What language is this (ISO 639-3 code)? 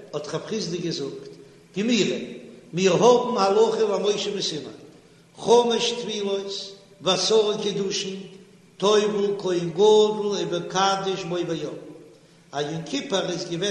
yid